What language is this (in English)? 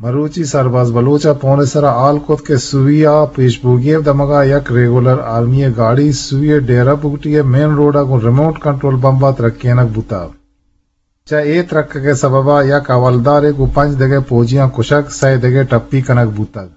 Eastern Balochi